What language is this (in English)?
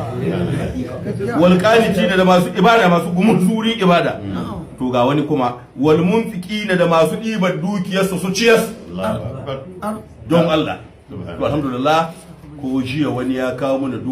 Hausa